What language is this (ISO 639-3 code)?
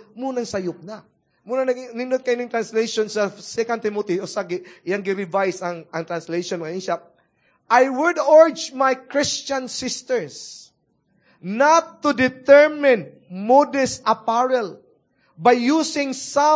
ceb